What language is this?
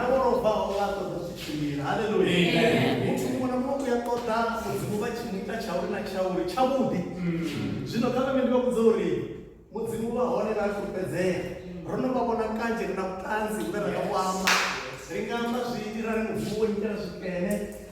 Venda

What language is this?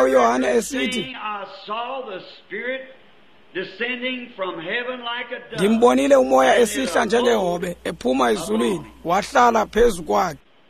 Xhosa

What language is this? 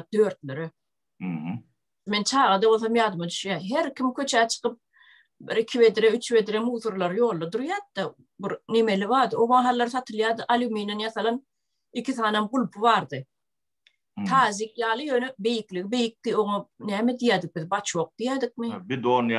Turkmen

